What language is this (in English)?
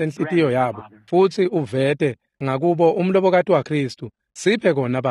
Swati